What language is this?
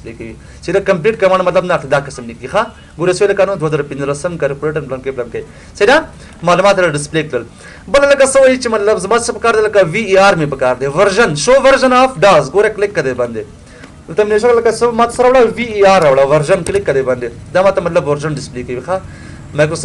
Pashto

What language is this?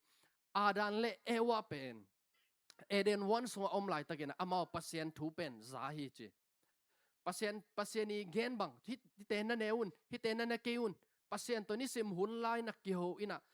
Tedim Chin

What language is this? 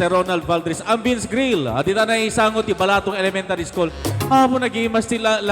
Iloko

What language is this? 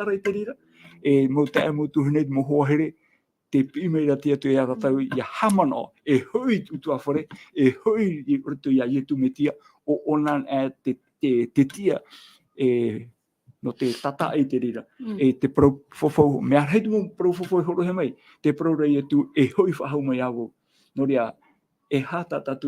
Tahitian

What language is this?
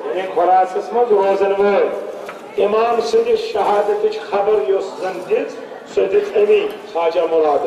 Kashmiri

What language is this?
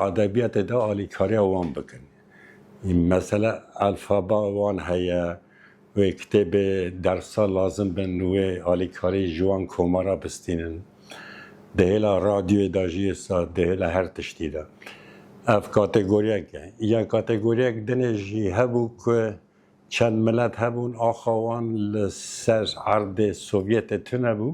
Kurdish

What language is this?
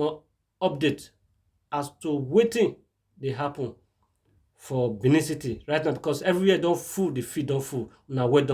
Nigerian Pidgin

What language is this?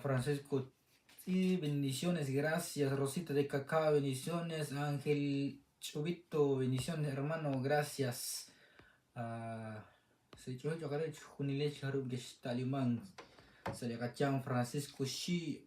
Kekchí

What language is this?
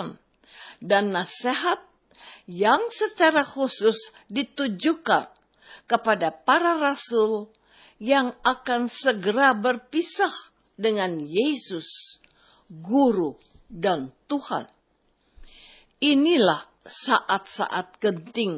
Indonesian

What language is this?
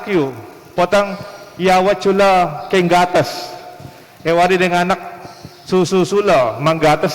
Pampanga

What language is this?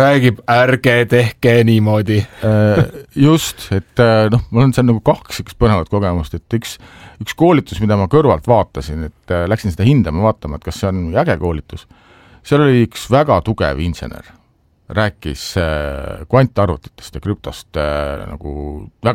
Estonian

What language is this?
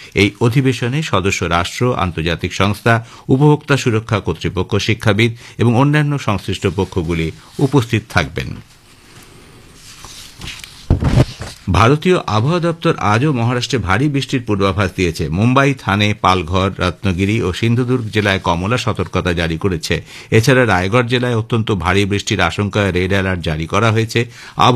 Bangla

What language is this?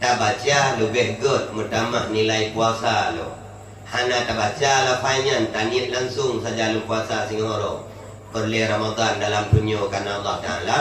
Achinese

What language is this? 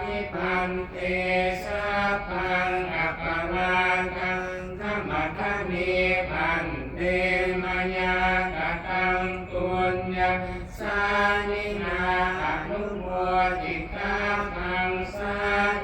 Pali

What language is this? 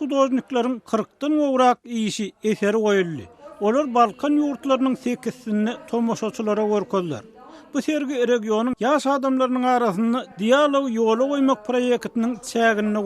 Turkmen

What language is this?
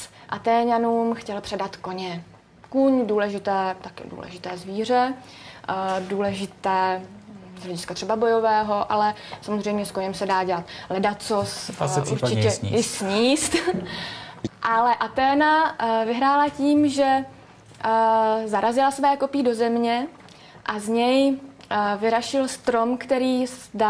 Czech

